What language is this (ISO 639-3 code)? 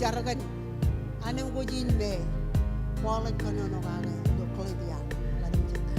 mah